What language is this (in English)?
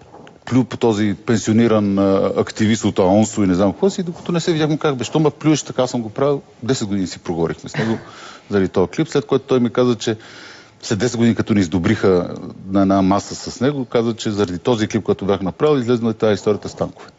Bulgarian